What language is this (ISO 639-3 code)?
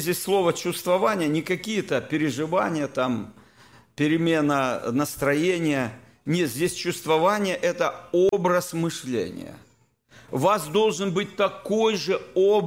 rus